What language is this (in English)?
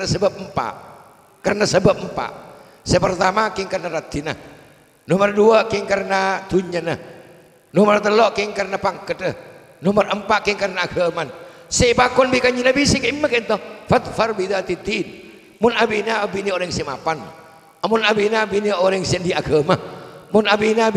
Madurese